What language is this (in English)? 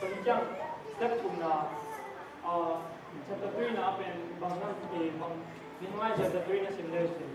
Tedim Chin